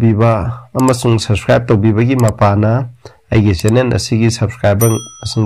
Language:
Manipuri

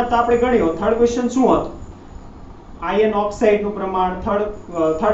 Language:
Gujarati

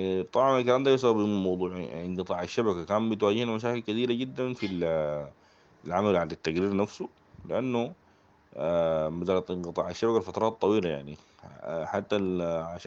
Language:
Sudanese Arabic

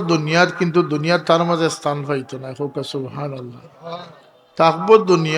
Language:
Sylheti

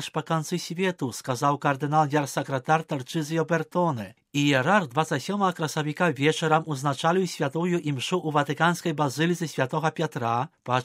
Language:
Belarusian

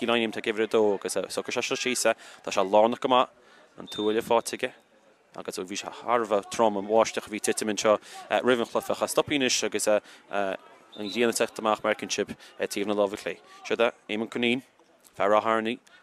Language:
Irish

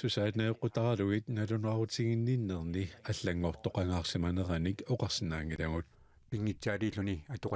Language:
Kalaallisut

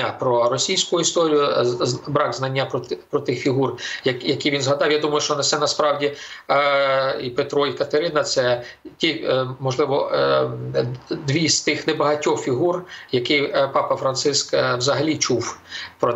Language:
Ukrainian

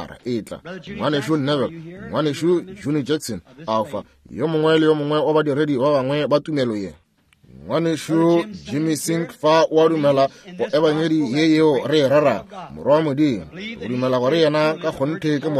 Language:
Northern Sotho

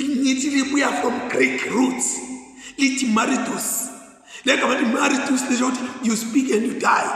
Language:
Zulu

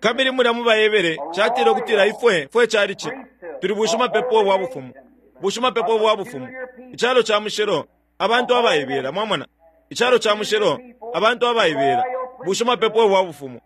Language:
Bemba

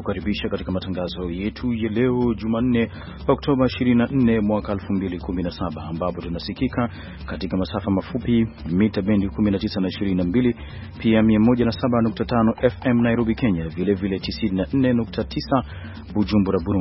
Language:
Swahili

